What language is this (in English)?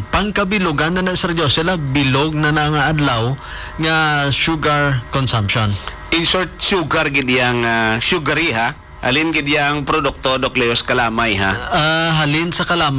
Hiligaynon